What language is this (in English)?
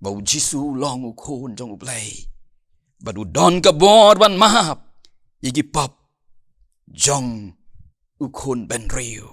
Khasi